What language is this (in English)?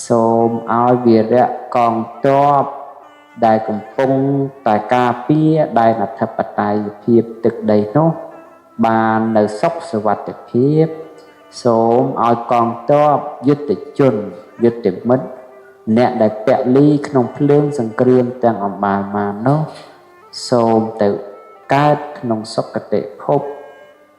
Khmer